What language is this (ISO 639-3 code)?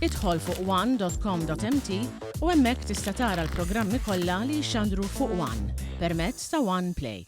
mlt